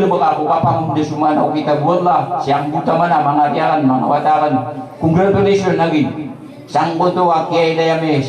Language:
Maranao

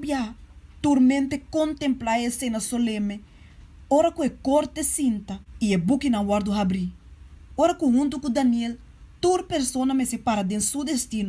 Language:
Papiamento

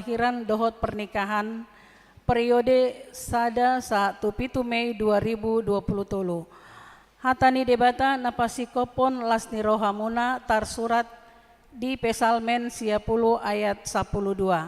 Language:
Batak Toba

